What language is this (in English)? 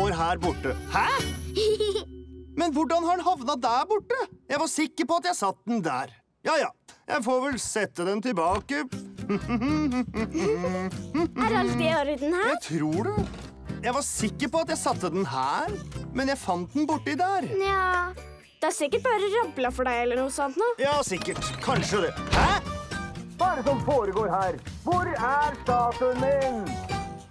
Norwegian